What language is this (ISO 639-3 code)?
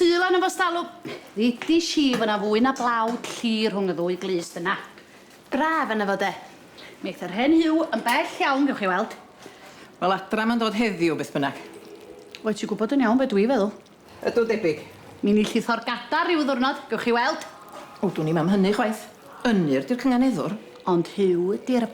cym